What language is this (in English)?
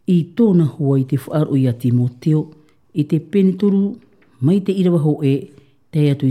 Tahitian